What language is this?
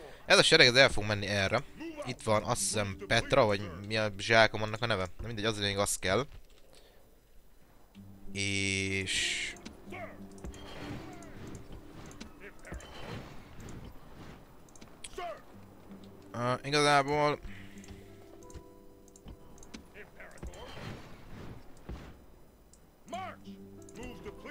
Hungarian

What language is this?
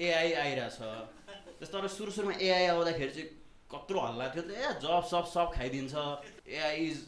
Nepali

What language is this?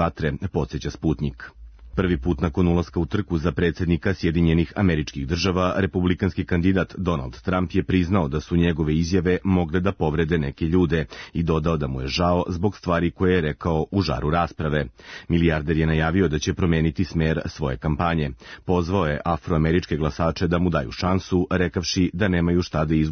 Serbian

